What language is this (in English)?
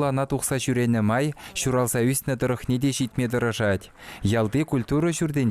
Chuvash